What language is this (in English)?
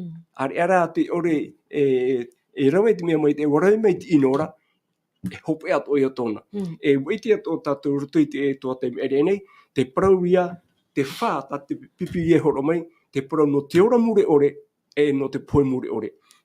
Tahitian